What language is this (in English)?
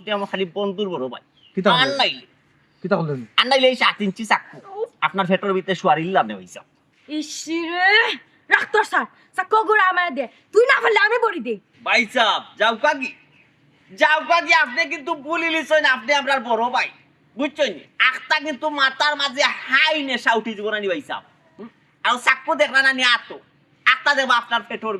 Sylheti